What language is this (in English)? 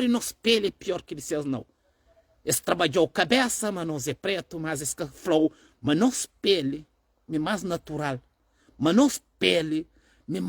Kabuverdianu